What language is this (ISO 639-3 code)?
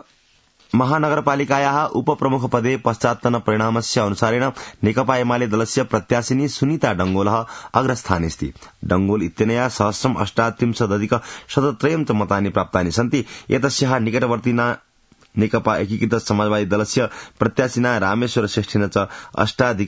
san